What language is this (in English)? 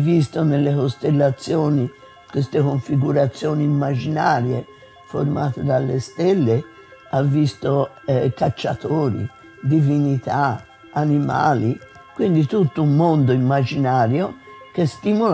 Italian